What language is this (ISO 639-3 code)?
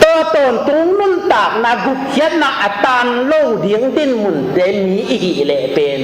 ctd